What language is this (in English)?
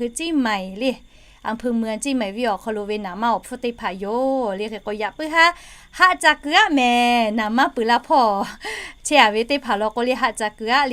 Lahu